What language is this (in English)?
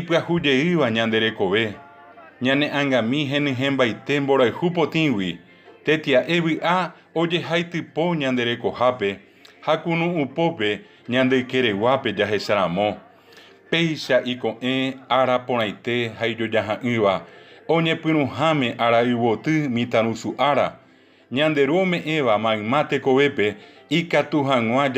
Guarani